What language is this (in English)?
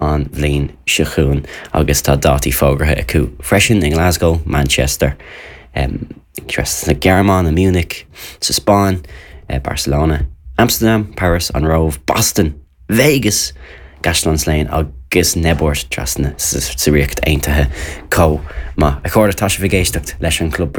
Irish